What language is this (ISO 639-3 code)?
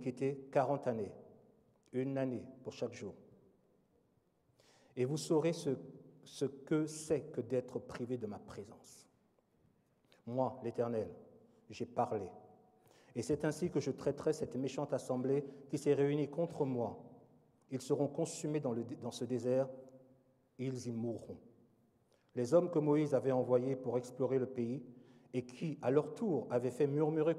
fra